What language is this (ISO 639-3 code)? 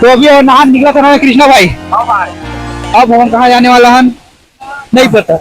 hne